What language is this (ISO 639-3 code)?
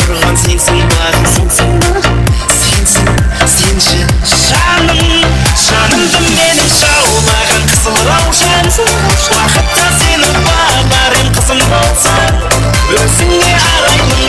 kaa